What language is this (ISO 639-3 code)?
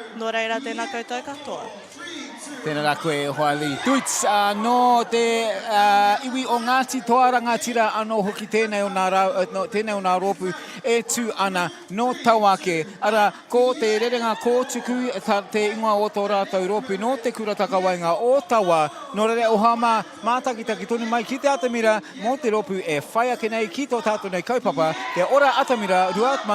mri